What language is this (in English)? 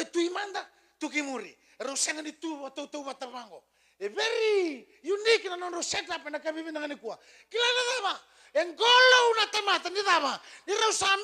Fijian